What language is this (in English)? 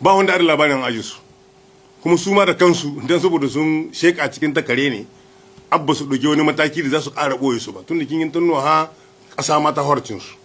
Hausa